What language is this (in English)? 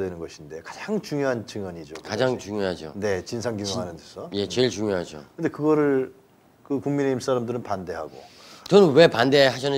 Korean